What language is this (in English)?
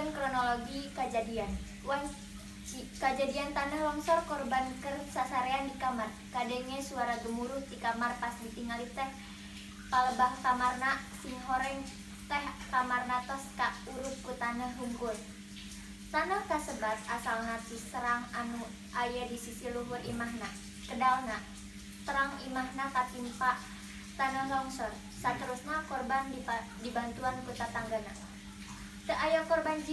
Sundanese